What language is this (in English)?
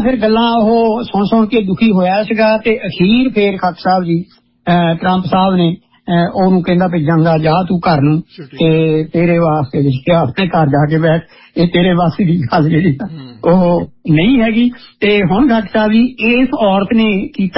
Punjabi